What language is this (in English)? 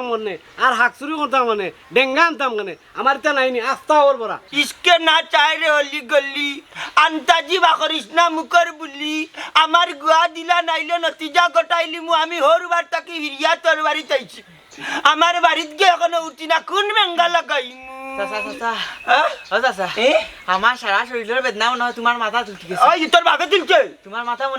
Sylheti